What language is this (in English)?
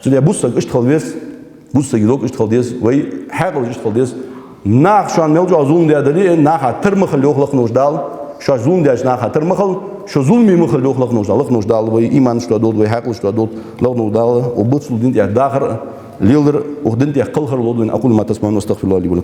Ingush